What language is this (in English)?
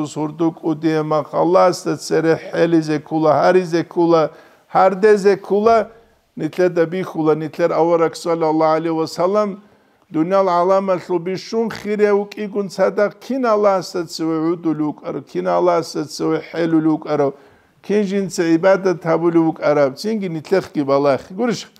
Avaric